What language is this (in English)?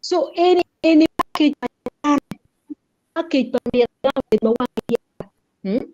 Acoli